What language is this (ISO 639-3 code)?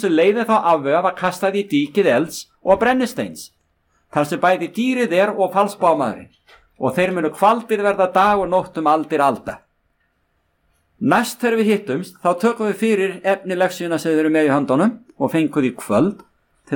isl